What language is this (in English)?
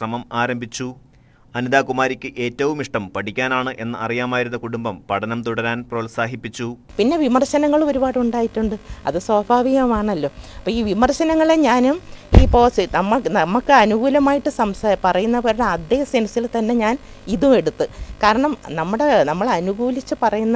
Malayalam